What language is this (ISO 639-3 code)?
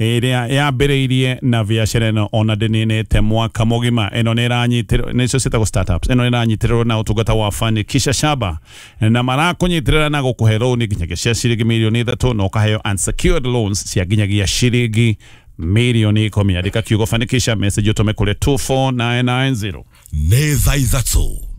kik